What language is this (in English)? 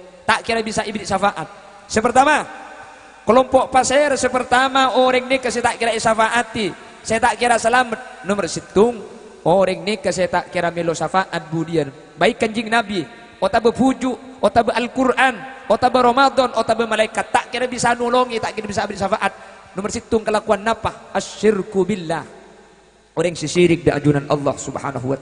Madurese